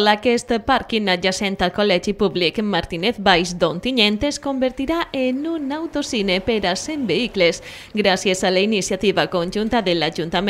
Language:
Catalan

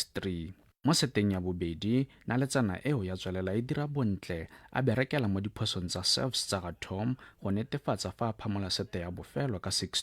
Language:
Tswana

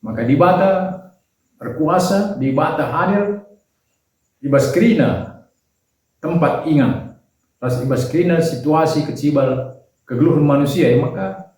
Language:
Batak Karo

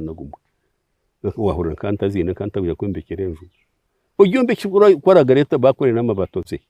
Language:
Nyankole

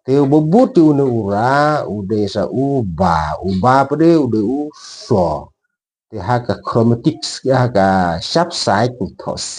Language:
Khasi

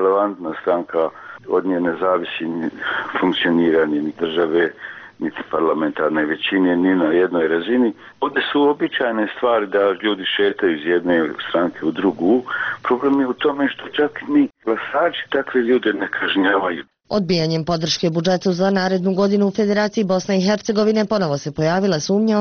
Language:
Bosnian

